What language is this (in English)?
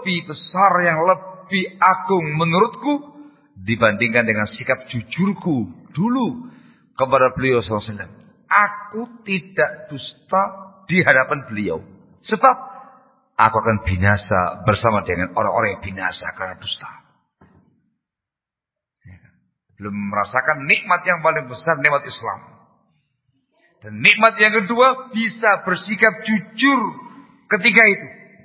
Indonesian